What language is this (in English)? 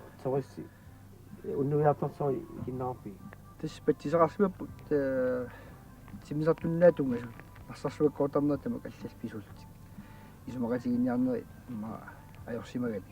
Kalaallisut